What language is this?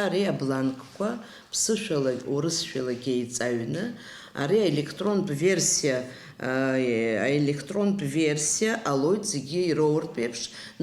Abkhazian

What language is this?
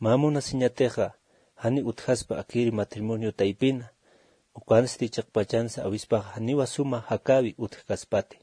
Aymara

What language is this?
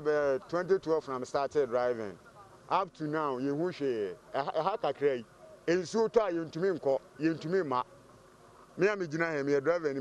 Akan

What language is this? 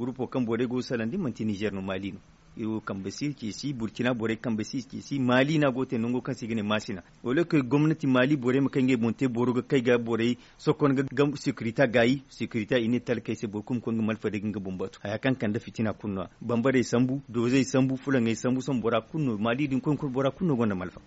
Zarma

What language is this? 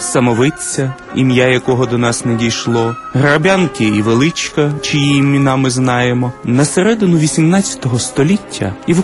Ukrainian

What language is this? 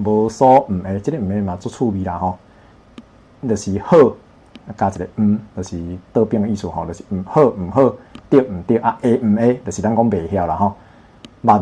Min Nan Chinese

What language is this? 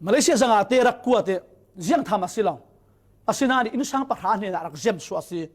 Falam Chin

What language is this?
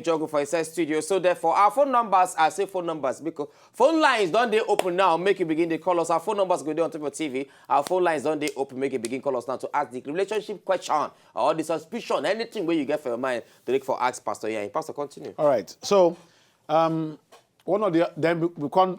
Nigerian Pidgin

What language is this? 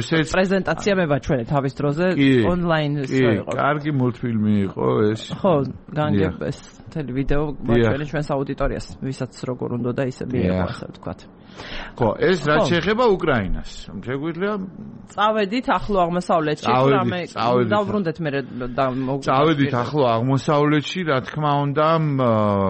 Georgian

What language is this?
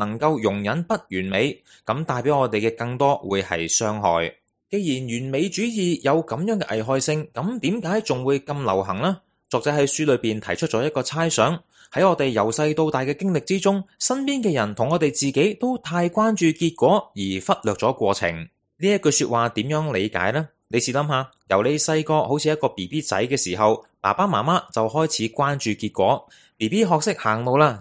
Cantonese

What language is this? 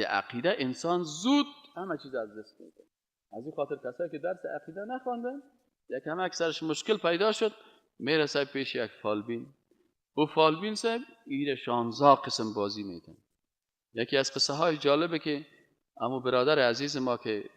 Persian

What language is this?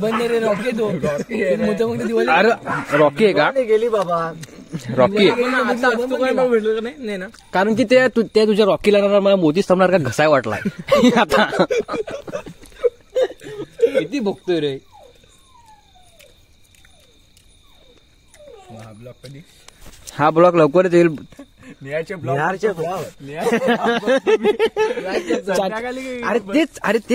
Marathi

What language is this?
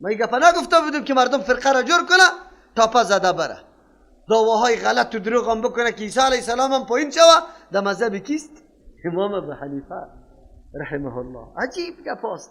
Persian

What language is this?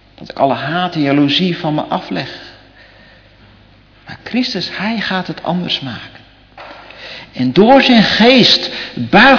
Dutch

